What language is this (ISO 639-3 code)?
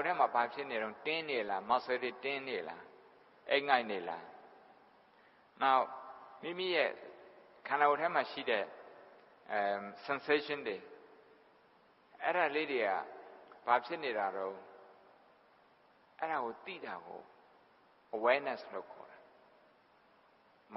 mya